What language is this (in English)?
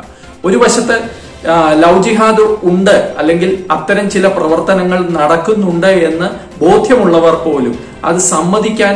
Malayalam